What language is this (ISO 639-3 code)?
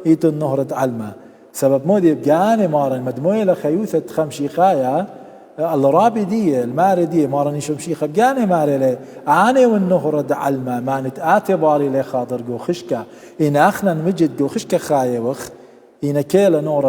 aii